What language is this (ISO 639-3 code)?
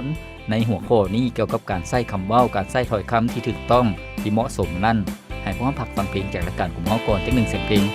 lao